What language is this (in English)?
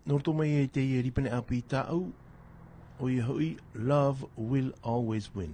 Tahitian